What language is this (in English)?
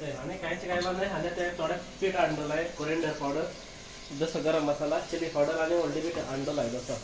Konkani